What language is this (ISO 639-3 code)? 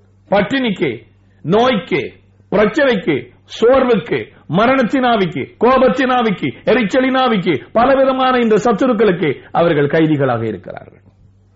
tam